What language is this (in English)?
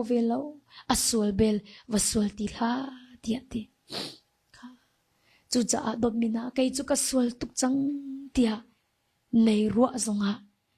Hakha Chin